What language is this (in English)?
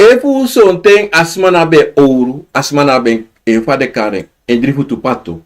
Sranan Tongo